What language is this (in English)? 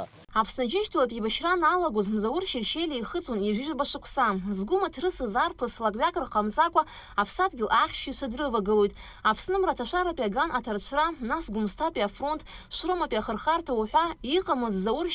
Abkhazian